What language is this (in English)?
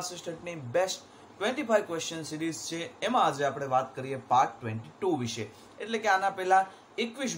Gujarati